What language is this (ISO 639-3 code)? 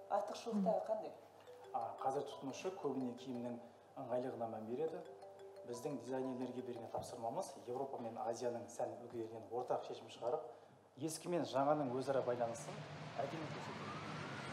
kaz